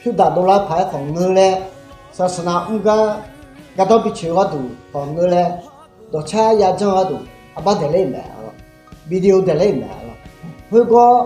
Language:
Akha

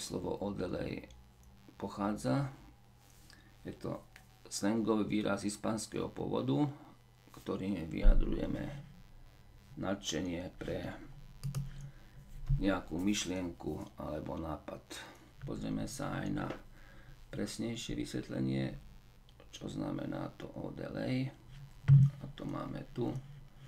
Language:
Slovak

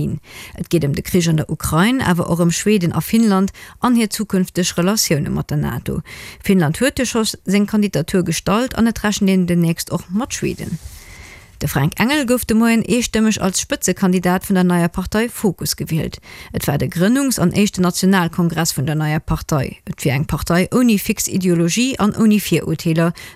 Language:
Luxembourgish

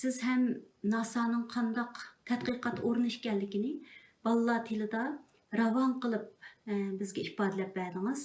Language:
Uyghur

